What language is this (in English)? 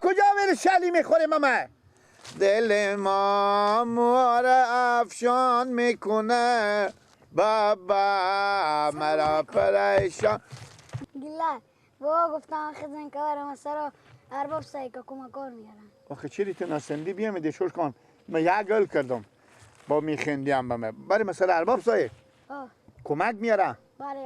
Persian